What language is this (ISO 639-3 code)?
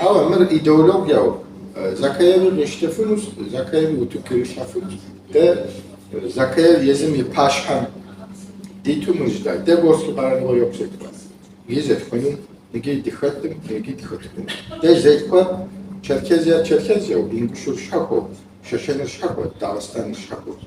kbd